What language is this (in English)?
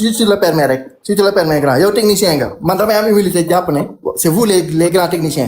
Wolof